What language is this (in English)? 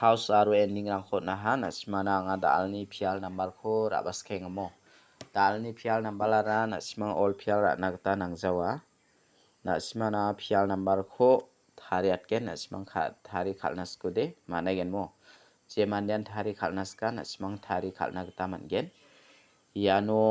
Garo